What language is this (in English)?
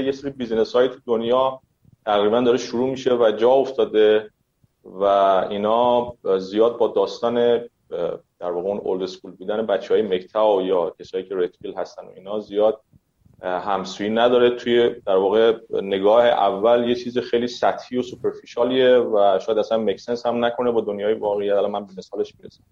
Persian